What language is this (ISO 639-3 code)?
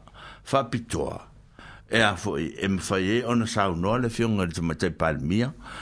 smo